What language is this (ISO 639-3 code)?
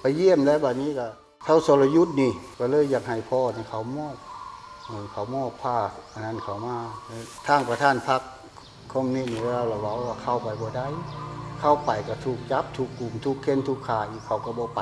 tts